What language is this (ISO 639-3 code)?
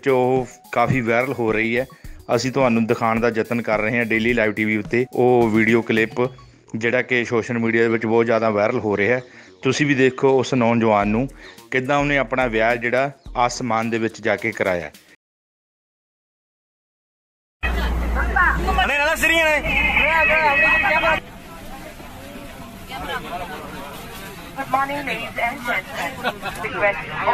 pan